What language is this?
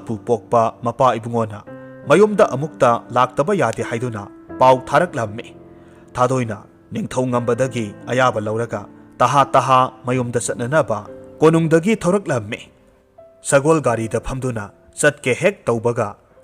Manipuri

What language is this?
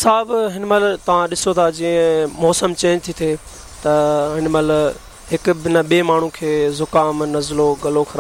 Sindhi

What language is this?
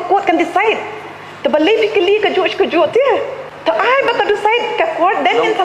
Khasi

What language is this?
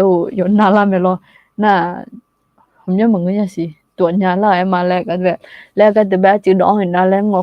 Akha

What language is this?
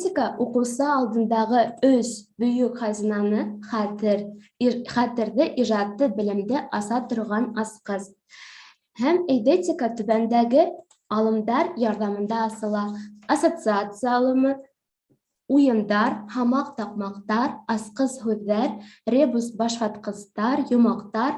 Bashkir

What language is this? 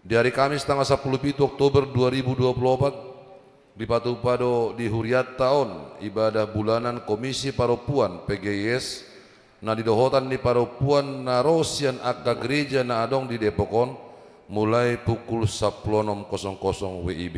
Batak Toba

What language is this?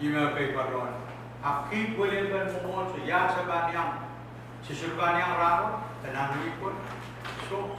Pohnpeian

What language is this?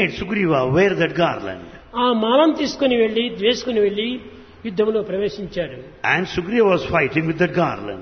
Telugu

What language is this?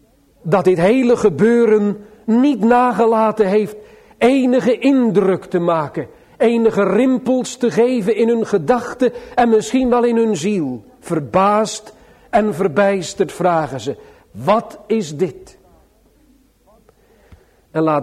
Dutch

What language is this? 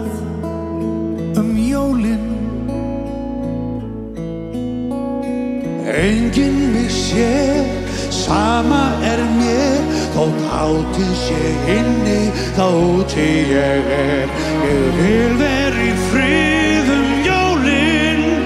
Icelandic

